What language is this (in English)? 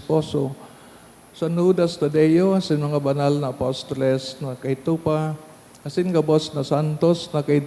Bikol